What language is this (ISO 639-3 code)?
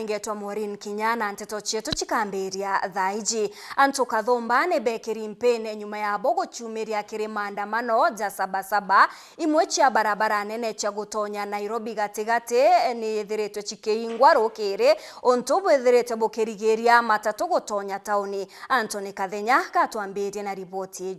mer